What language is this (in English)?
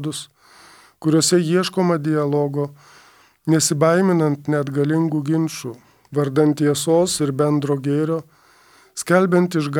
Lithuanian